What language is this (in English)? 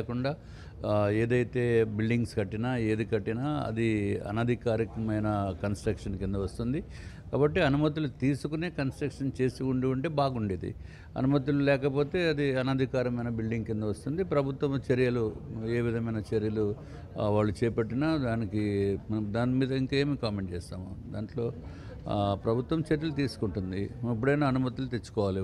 Telugu